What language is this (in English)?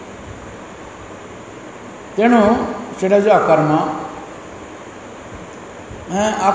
Odia